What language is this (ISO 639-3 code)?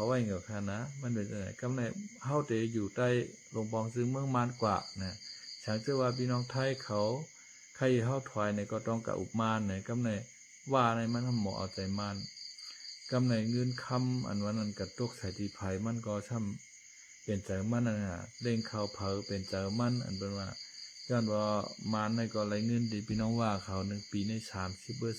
shn